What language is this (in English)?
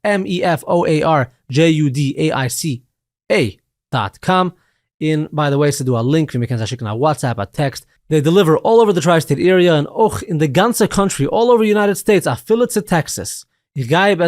Yiddish